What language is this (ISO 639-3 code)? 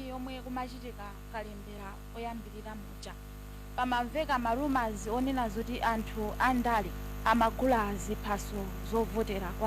nya